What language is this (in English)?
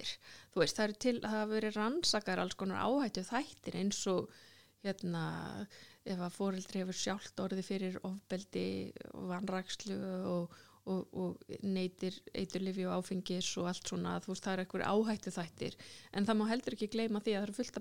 Icelandic